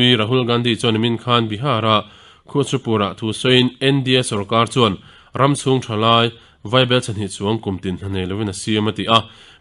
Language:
Mizo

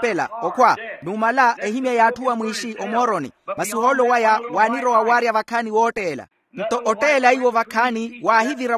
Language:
Makhuwa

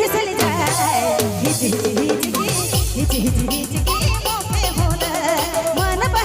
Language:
Sadri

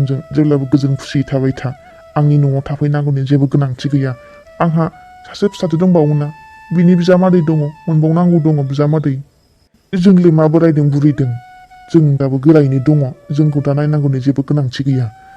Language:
Bodo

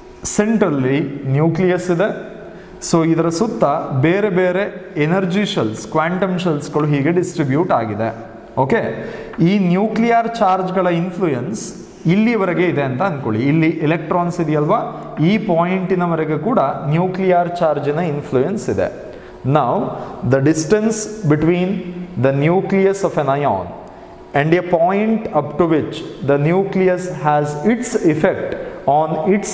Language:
Kannada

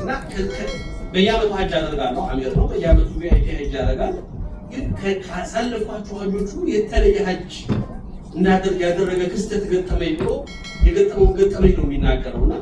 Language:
Amharic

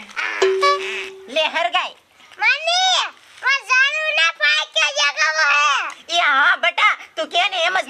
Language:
Gujarati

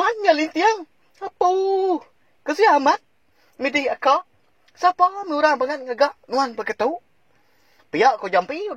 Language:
Iban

